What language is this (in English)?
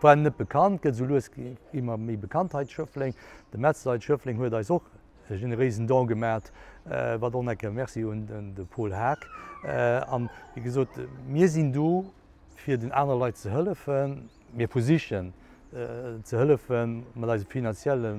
Luxembourgish